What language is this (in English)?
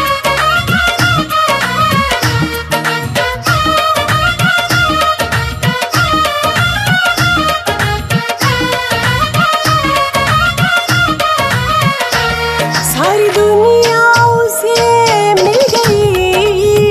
Hindi